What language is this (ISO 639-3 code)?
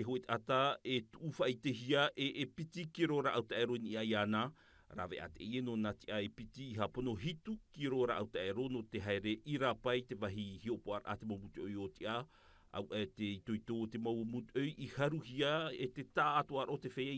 tah